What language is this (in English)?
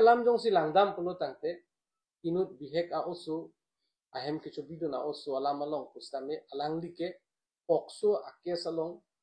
Karbi